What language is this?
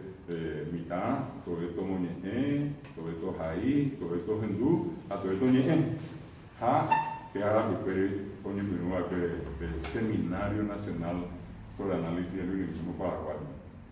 Guarani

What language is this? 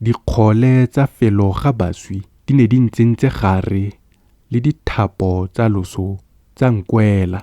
Tswana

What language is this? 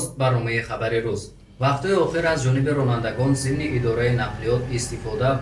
Tajik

